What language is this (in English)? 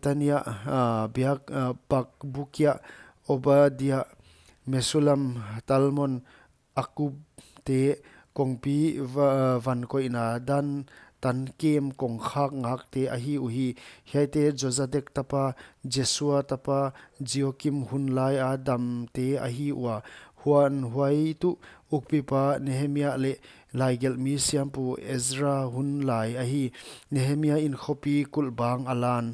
Paite Chin